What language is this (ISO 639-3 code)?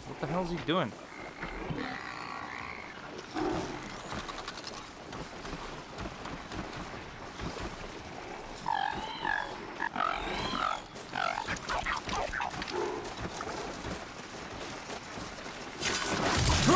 eng